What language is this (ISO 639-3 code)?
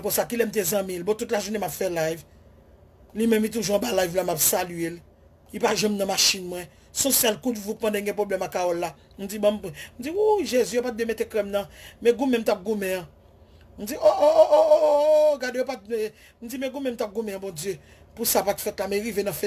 hat